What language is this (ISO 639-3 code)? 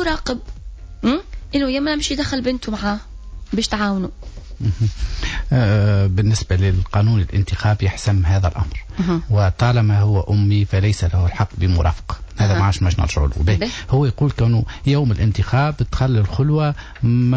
aeb